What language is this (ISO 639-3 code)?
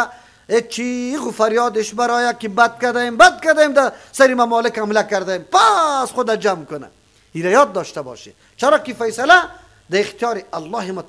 fas